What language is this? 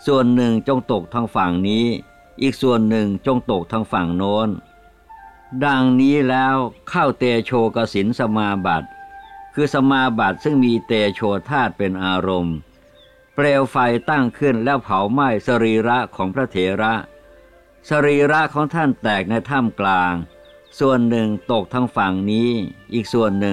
Thai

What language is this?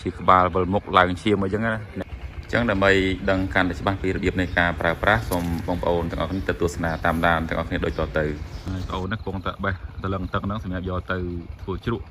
Khmer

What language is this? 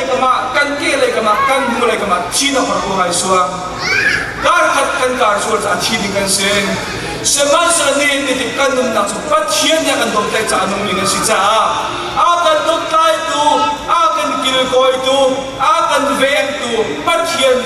Hakha Chin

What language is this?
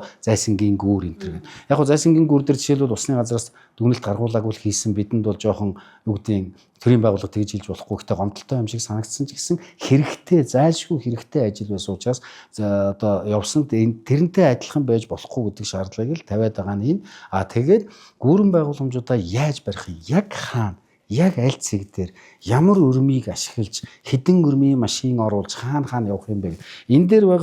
Mongolian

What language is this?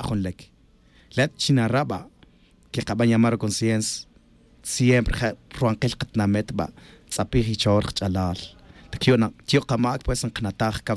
Tz'utujil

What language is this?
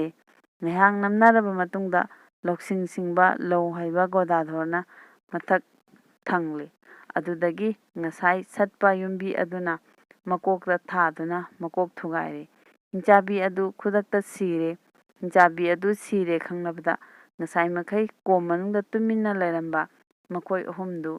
Manipuri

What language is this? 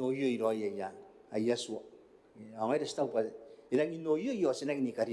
Gilbertese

